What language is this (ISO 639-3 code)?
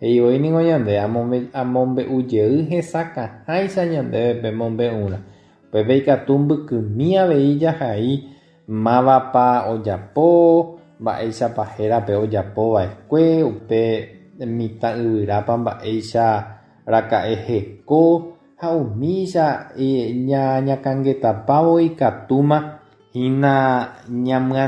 grn